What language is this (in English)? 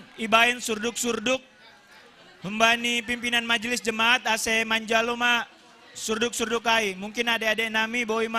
Batak Simalungun